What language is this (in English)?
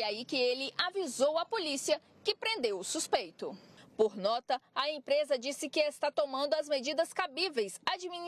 Portuguese